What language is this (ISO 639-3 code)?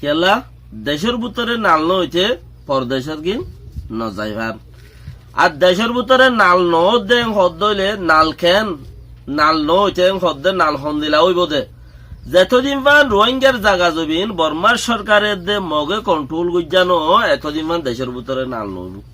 rhg